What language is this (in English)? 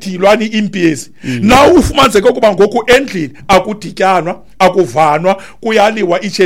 Xhosa